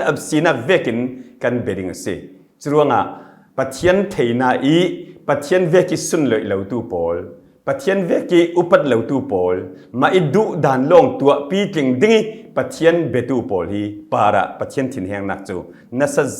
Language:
Falam Chin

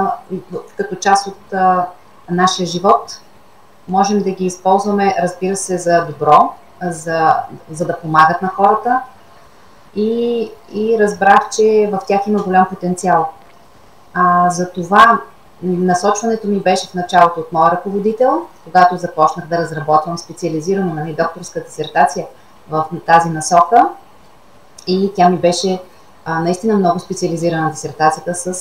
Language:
Bulgarian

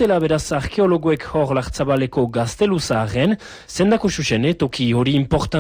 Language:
Basque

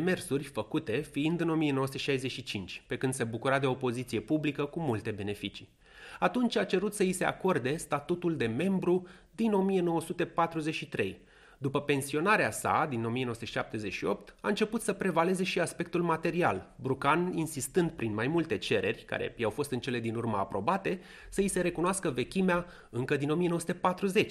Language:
Romanian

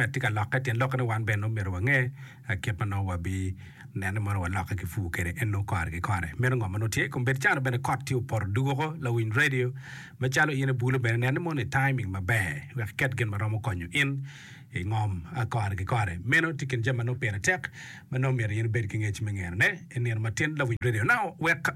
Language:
Acoli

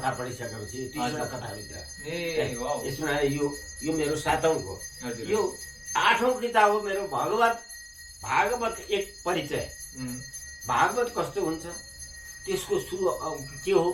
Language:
Nepali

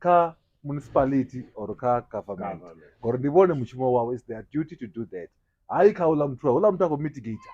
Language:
Venda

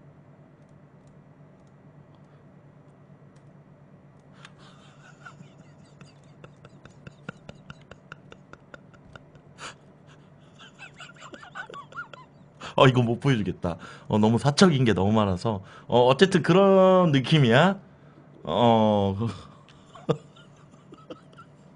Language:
Korean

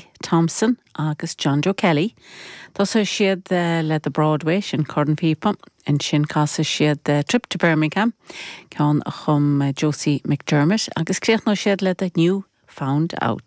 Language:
Irish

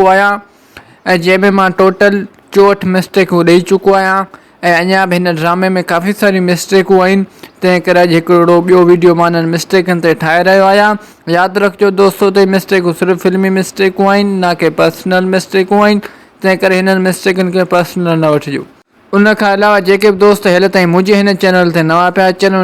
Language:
Sindhi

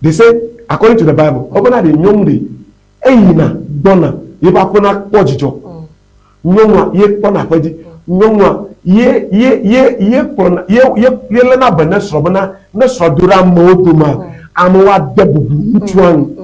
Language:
Ewe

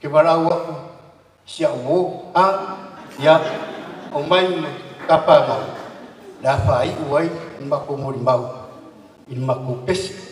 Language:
Samoan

